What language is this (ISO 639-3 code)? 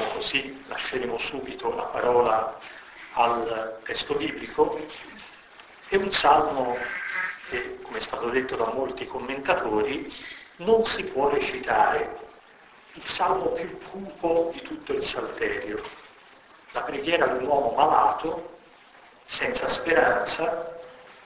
ita